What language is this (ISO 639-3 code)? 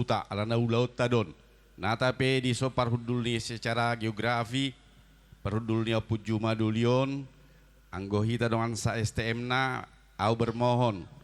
bbc